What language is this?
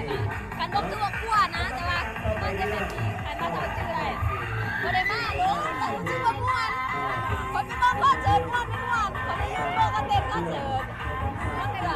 Northeastern Thai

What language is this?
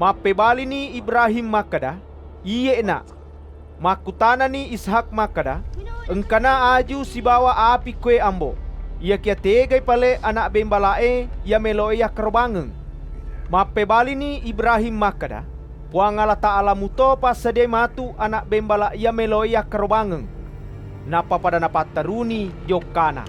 Buginese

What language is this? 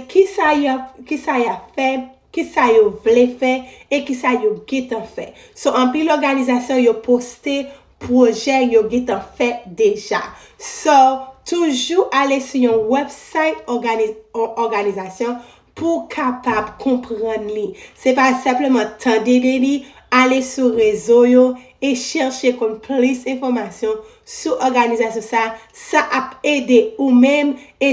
Haitian Creole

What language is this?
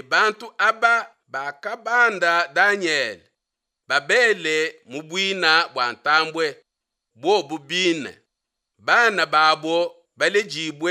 Luba-Lulua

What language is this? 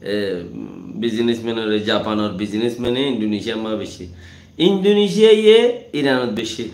Rohingya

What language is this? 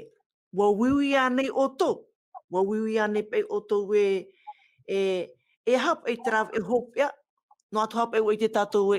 Tahitian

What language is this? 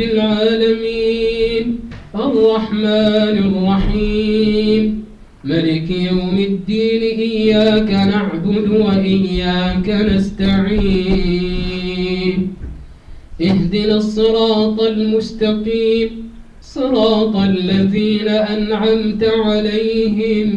Arabic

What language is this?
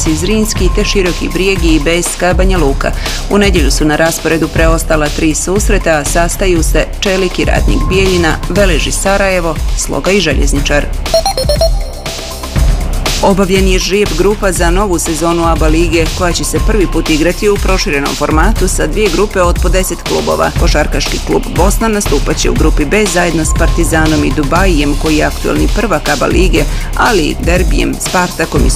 Bosnian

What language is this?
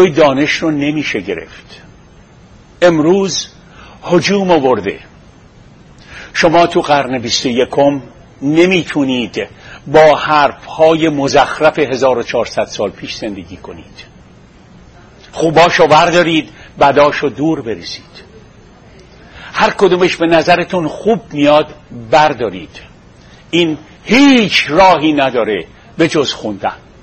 Persian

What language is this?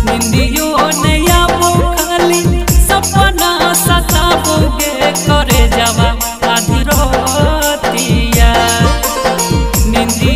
Bhojpuri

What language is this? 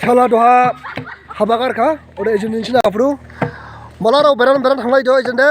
Dimasa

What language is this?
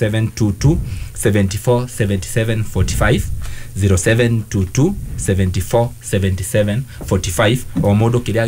Kikuyu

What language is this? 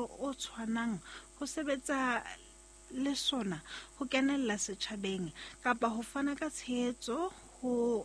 Southern Sotho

